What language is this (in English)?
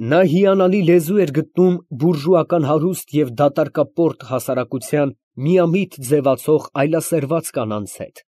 Armenian